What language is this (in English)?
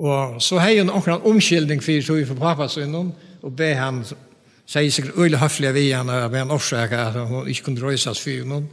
Faroese